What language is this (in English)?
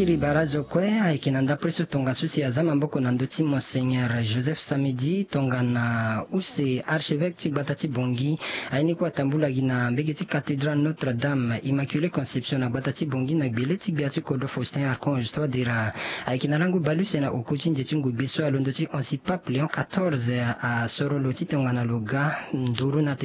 Sango